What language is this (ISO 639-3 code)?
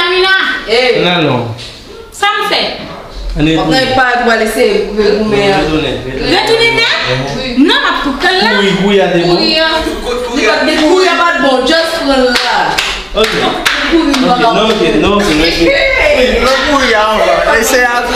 hat